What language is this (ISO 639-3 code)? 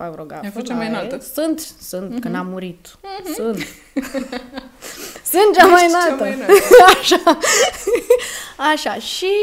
ron